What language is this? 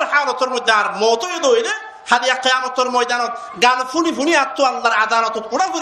Rohingya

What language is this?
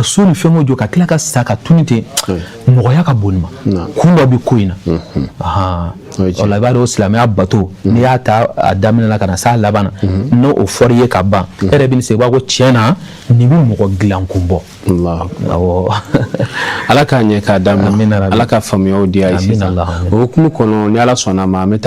Bambara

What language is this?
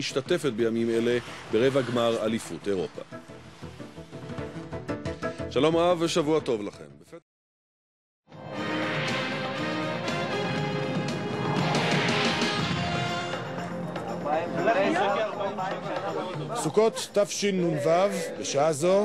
Hebrew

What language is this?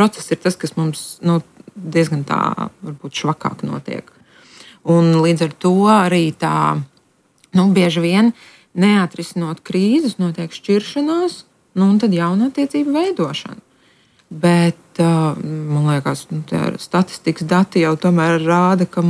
Latvian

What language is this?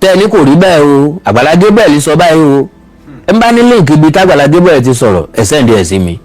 Yoruba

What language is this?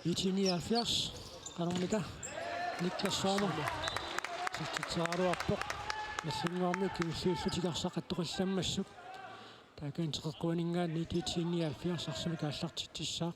Kalaallisut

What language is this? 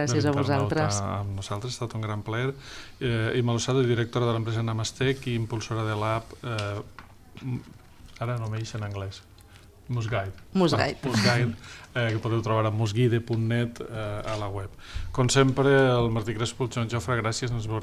Catalan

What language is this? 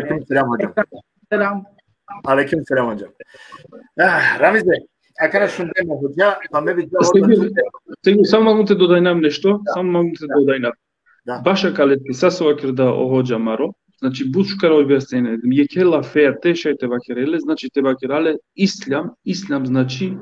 Balkan Romani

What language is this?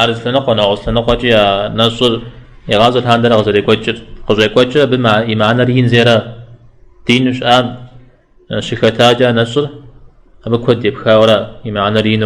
Kabardian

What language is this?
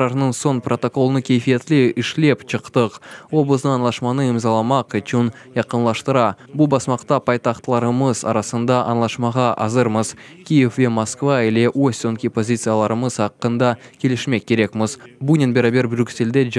Crimean Tatar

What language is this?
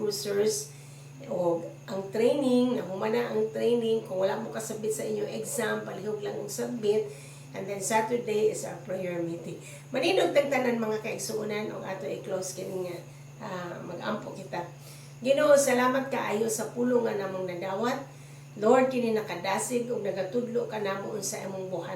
Cebuano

